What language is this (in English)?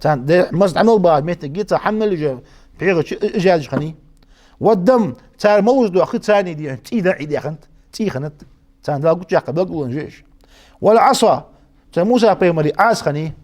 Ingush